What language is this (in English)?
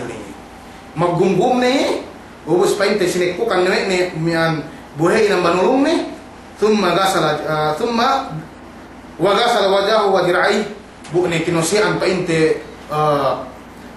Yakan